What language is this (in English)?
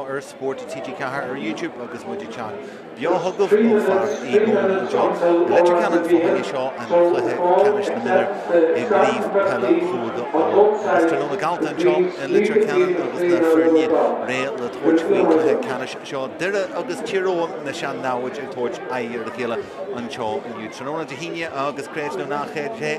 Irish